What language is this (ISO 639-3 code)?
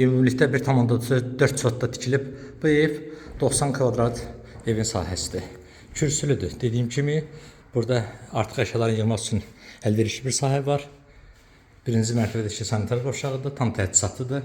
aze